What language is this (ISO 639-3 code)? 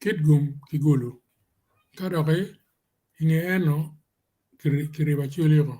ach